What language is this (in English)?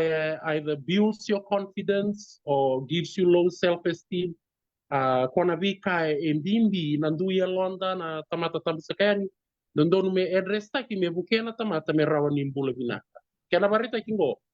Fijian